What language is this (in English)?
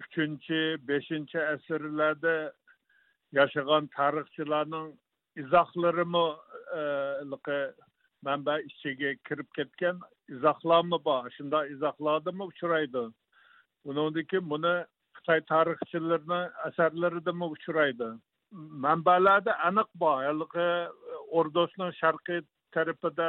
Uyghur